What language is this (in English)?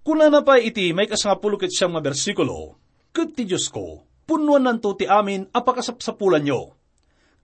Iloko